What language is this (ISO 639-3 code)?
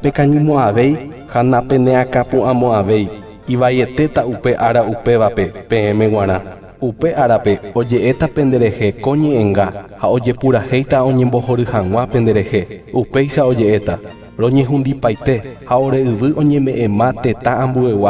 grn